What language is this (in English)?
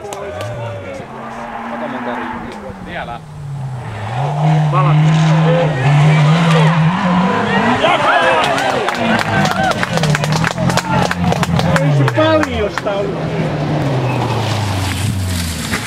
Finnish